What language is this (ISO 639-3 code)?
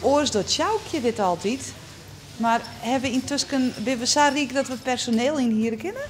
fry